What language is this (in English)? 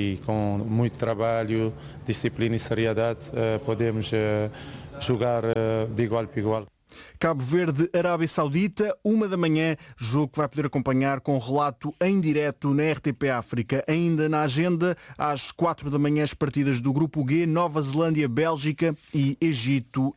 Portuguese